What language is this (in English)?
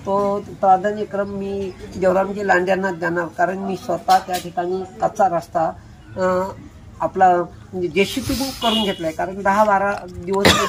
Marathi